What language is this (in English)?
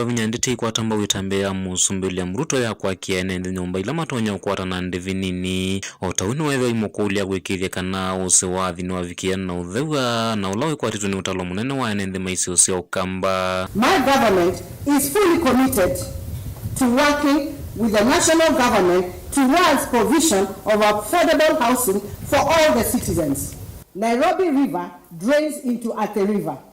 Kamba